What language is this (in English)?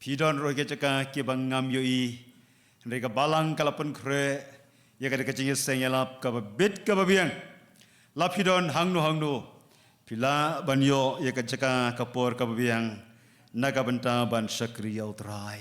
Khasi